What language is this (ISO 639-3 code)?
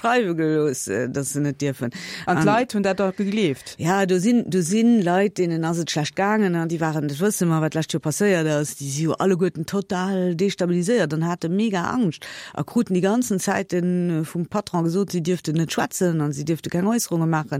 ltz